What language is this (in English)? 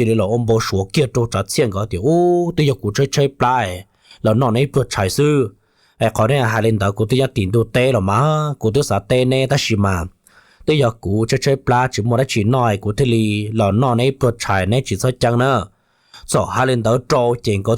Hmong